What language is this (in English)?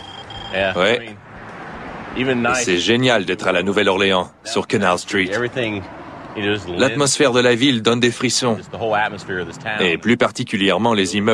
French